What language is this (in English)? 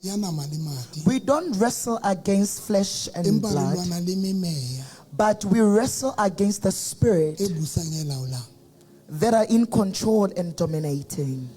Southern Sotho